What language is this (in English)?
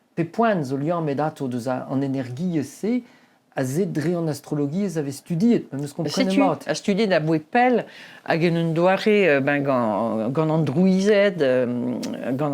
Breton